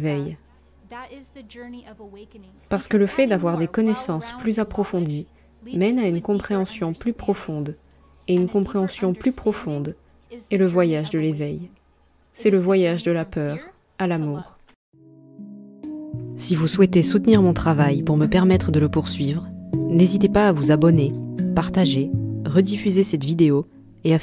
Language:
French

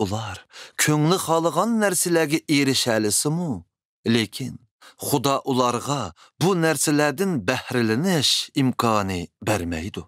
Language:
Uyghur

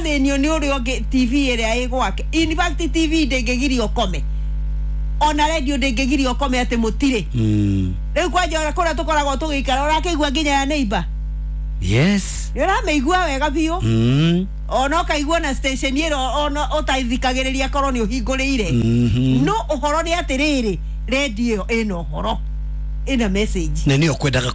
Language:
Kikuyu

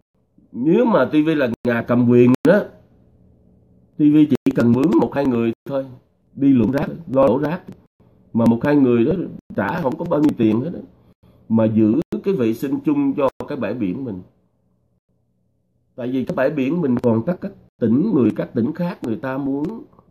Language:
Vietnamese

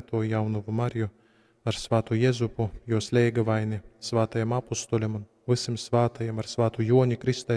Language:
Latgalian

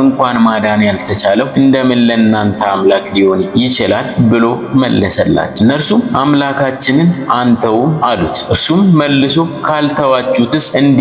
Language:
Amharic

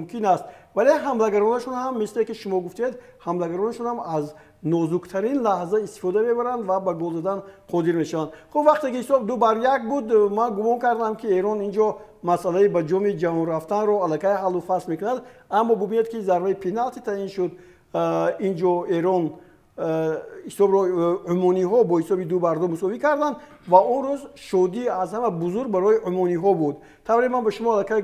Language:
Tajik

